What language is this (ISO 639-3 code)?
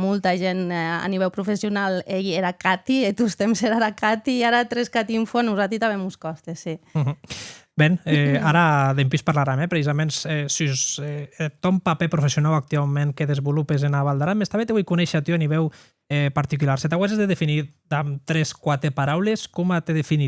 oci